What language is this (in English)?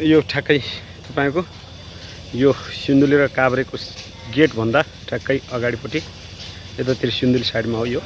Nepali